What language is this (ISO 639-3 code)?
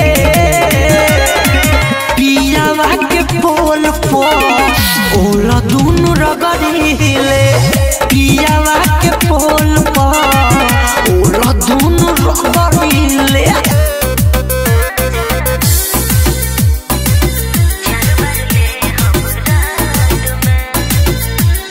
bho